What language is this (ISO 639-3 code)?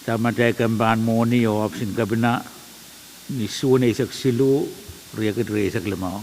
pon